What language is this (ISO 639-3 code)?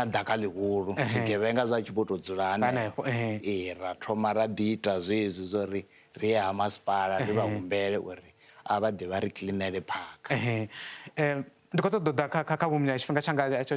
ven